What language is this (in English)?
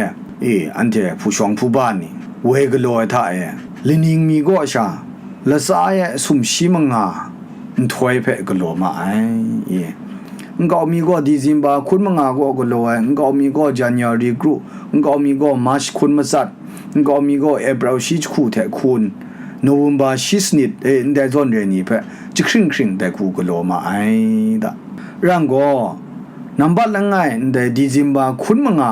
Kachin